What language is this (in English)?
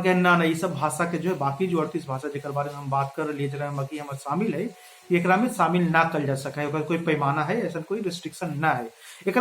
Magahi